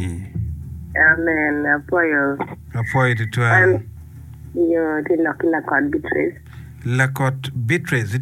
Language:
Acoli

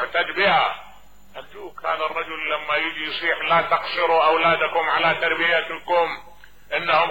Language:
Mesopotamian Arabic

